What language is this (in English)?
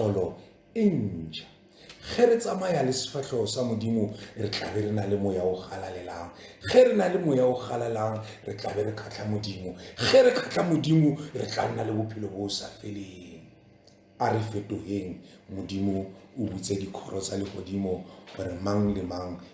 Tswana